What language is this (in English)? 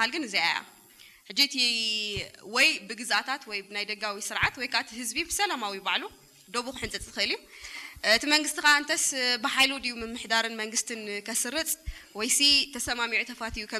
Tigrinya